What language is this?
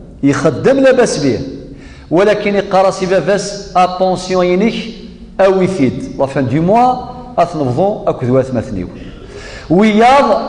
Kabyle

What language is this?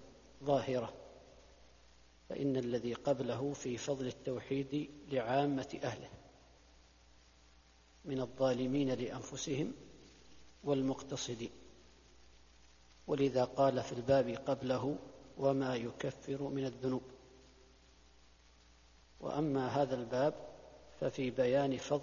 Arabic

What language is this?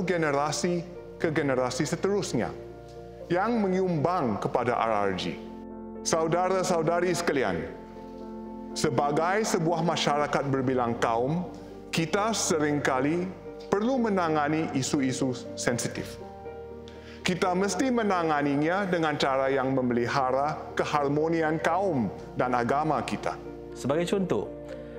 Malay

